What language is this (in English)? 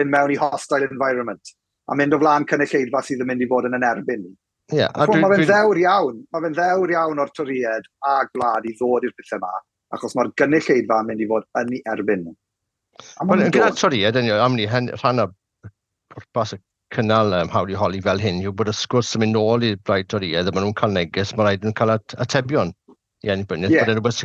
Welsh